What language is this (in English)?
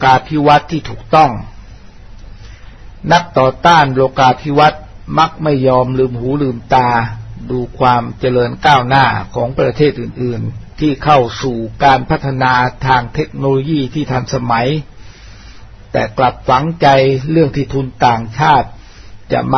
Thai